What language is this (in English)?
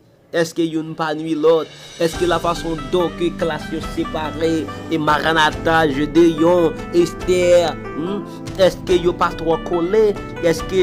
Haitian Creole